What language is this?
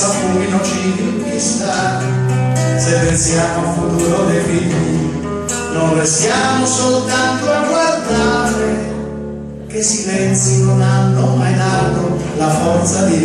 Italian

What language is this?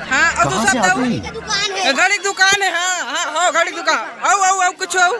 Chhattisgarhi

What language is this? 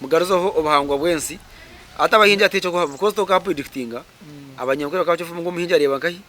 Nyankole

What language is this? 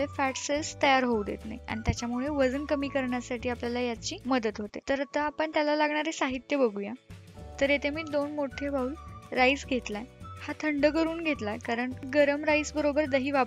Marathi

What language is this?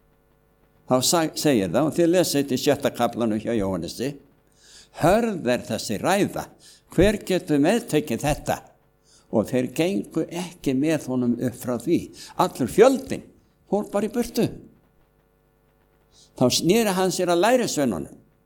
Icelandic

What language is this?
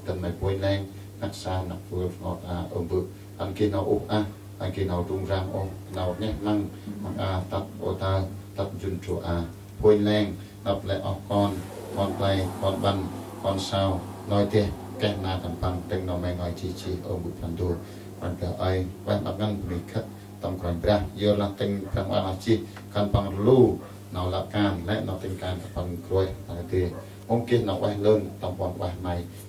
Central Mnong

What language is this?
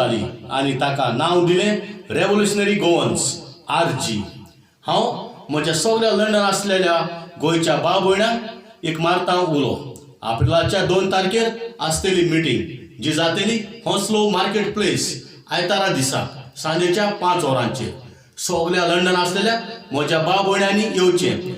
Konkani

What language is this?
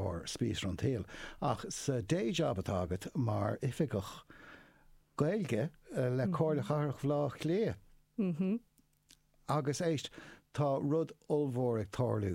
Irish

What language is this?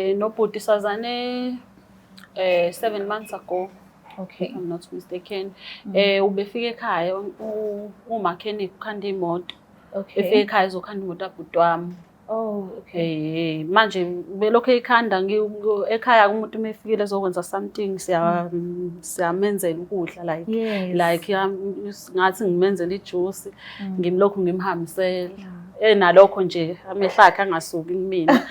Zulu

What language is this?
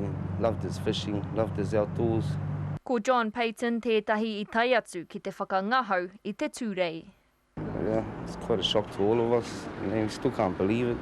Māori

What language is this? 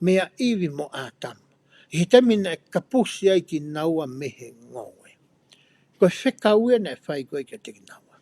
Tongan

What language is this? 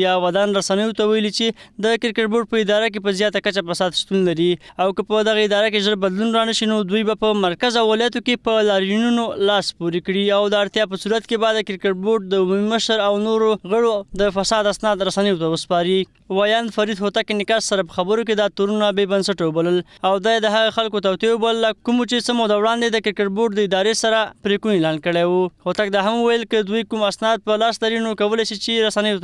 Pashto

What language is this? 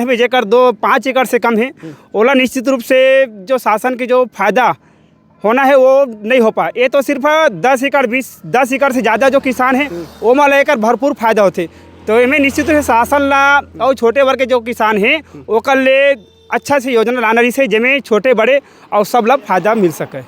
Chhattisgarhi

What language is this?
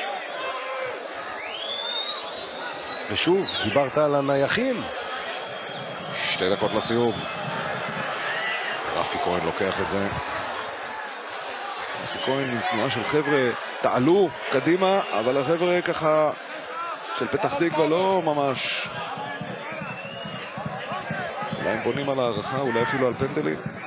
Hebrew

